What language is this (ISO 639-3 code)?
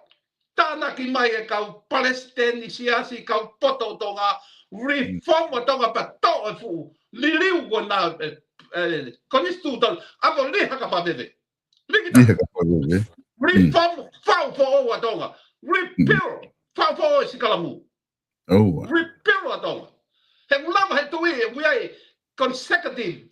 ton